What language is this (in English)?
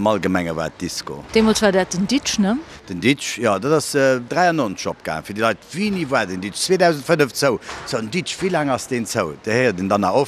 Luxembourgish